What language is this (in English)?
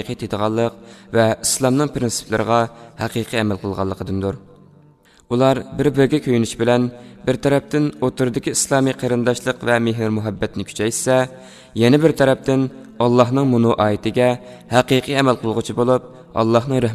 Uyghur